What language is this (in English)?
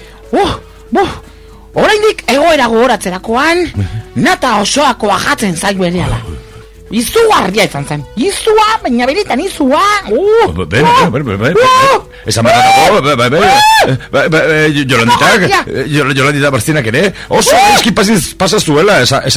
Basque